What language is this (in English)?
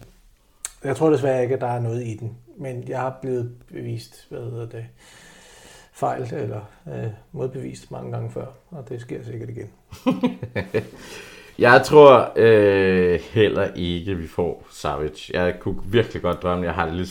Danish